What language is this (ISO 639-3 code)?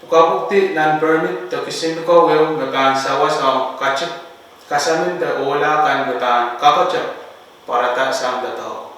pon